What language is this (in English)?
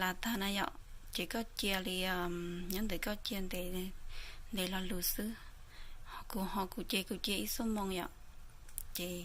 Hmong